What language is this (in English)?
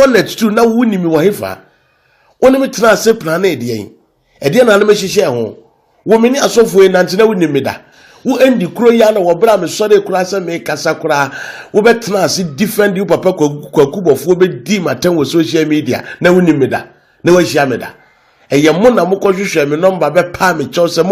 Akan